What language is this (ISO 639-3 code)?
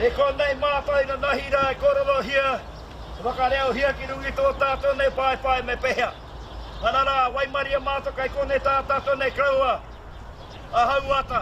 mri